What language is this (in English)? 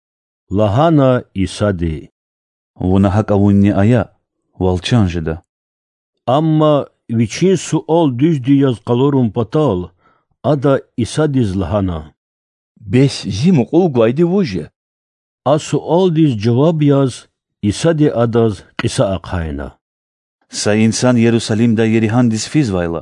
Lezghian